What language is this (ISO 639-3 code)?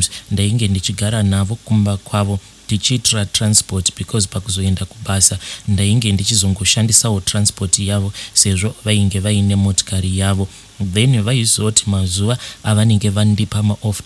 sna